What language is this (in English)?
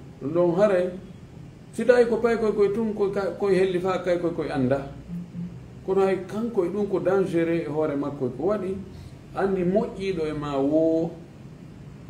Fula